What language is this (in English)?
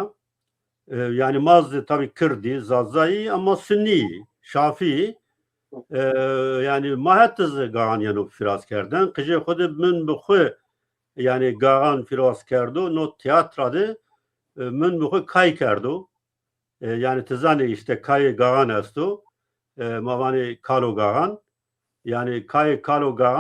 Zaza